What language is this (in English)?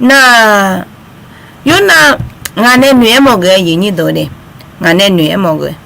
Akha